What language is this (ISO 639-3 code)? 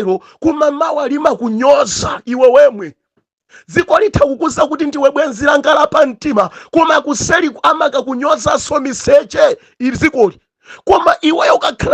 nya